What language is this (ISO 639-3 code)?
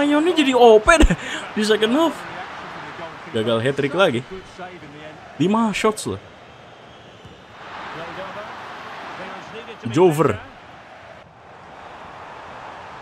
ind